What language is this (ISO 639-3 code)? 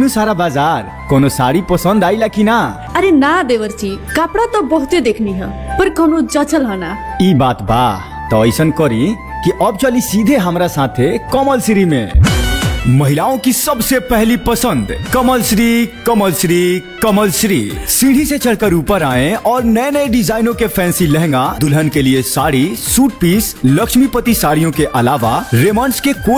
bho